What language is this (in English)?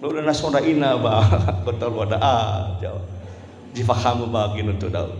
Nias